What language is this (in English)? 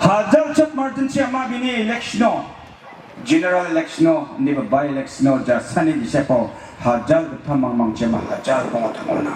Garo